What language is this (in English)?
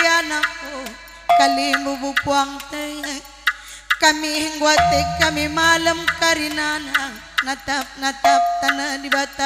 Batak Karo